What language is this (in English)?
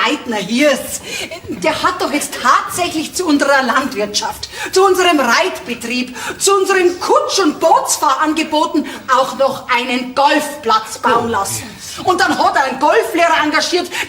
Bavarian